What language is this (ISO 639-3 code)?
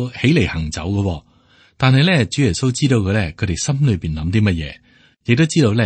yue